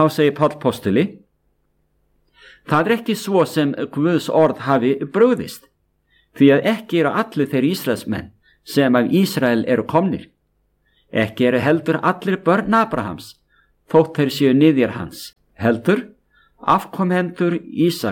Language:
Icelandic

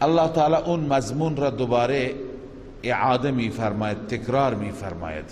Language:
Persian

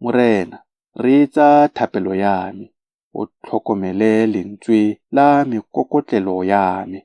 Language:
Tswana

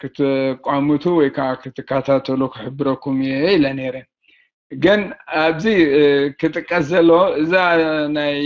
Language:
Tigrinya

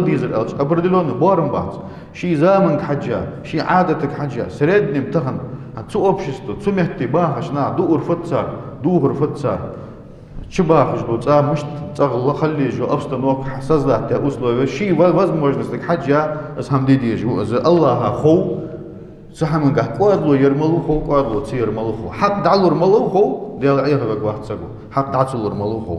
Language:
Ingush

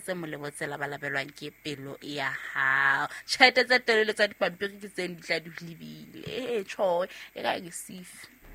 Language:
Southern Sotho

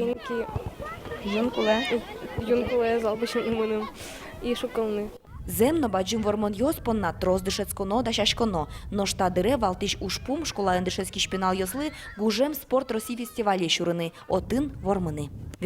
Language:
Udmurt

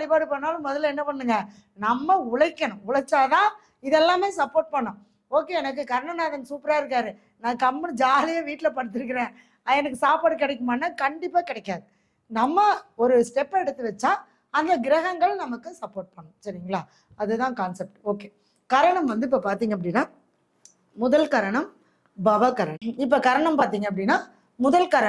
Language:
Tamil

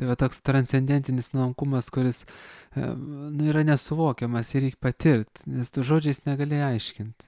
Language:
Lithuanian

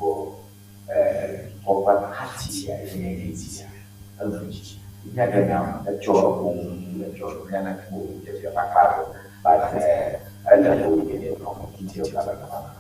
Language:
Ewe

